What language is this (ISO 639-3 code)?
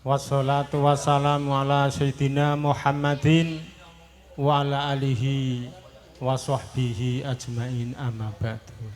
jav